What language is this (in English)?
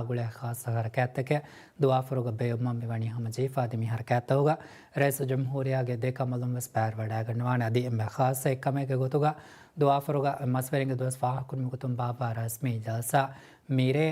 Divehi